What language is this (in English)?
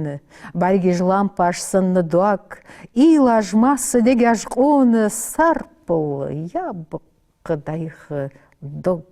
Ingush